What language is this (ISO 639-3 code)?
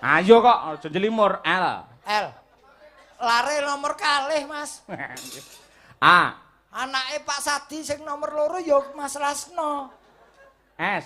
jav